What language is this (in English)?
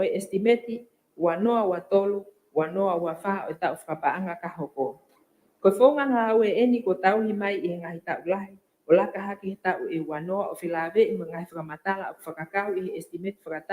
Tongan